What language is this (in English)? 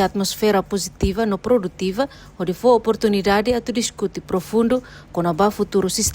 Tetum